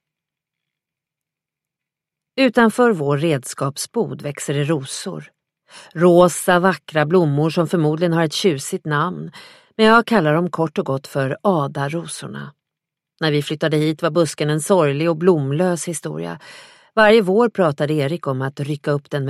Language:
Swedish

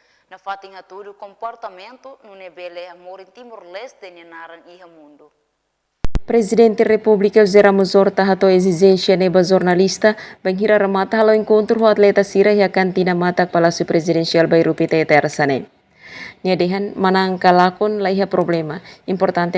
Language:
Tetum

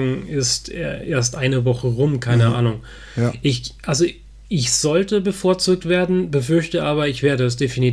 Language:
German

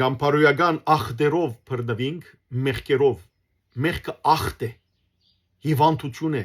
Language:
Western Armenian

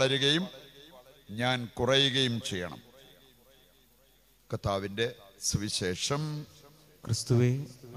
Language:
Malayalam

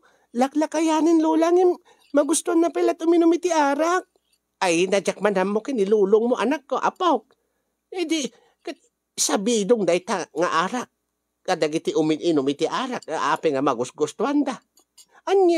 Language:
Iloko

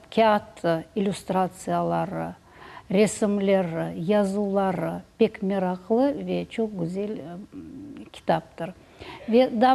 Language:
Crimean Tatar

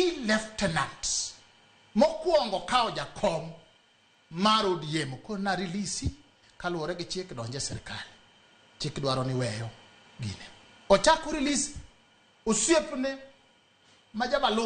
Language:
Luo (Kenya and Tanzania)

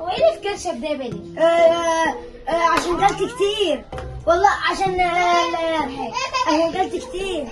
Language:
Egyptian Arabic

